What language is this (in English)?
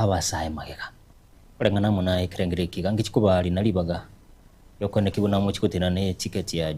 Gusii